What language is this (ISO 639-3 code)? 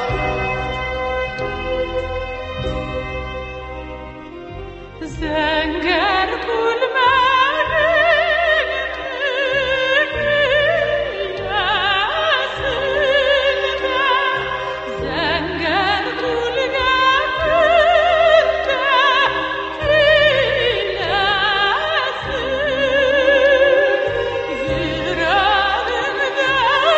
tat